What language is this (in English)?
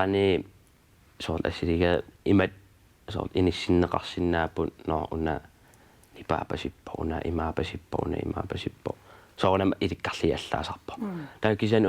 Kalaallisut